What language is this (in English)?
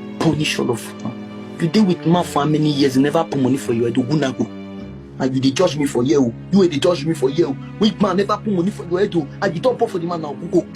Nigerian Pidgin